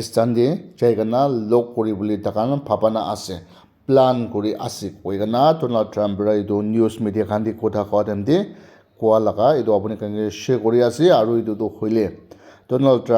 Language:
Naga Pidgin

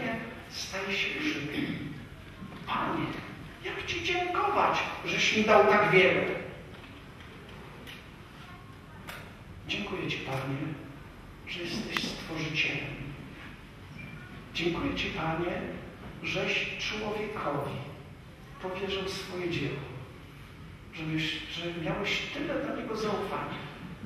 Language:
Polish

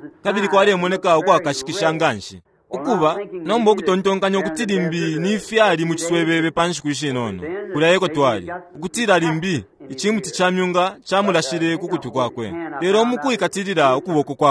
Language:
Bemba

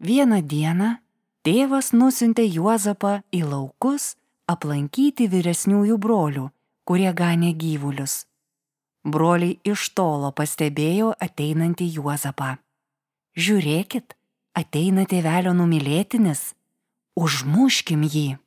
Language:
Lithuanian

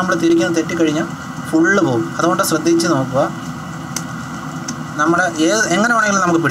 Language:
Malayalam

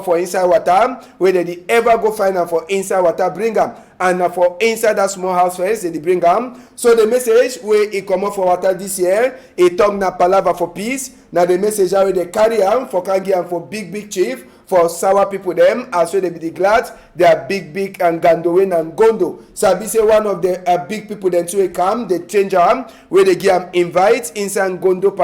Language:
Cameroon Pidgin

